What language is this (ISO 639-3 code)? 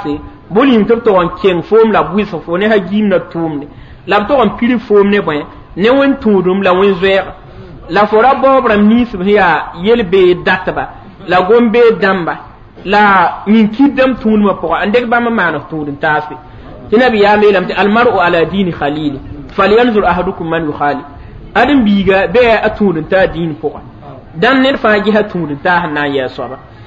mos